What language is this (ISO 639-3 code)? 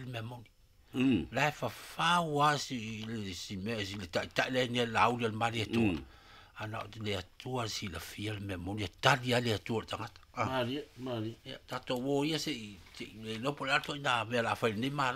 smo